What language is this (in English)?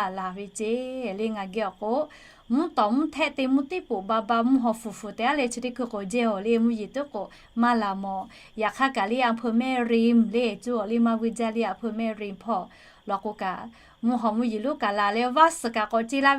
Lahu